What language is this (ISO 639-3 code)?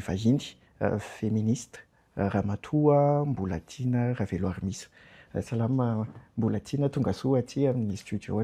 mlg